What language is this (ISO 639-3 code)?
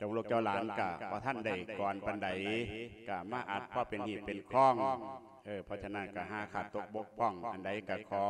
lao